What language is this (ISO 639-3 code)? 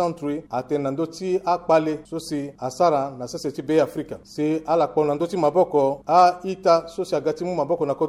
sag